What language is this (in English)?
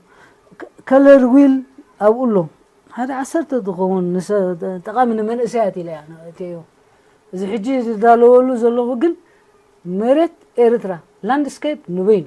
Tigrinya